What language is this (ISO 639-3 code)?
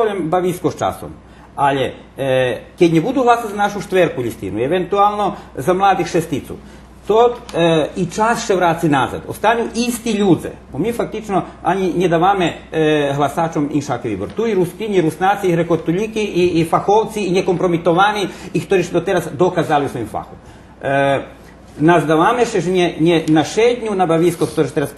rue